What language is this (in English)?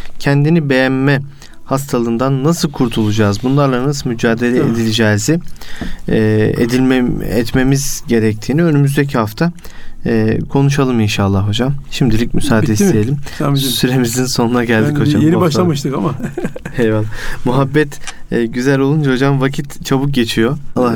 Turkish